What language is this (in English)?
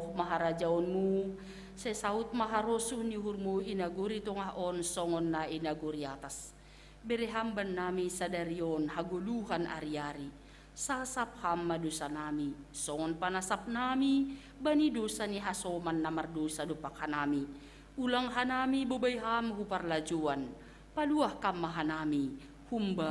Batak Simalungun